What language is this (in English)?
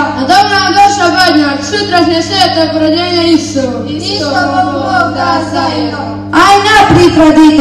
Croatian